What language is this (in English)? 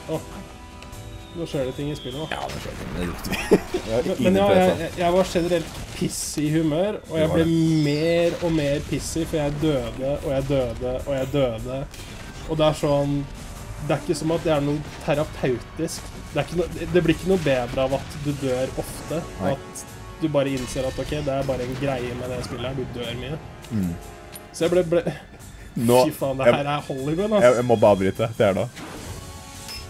Norwegian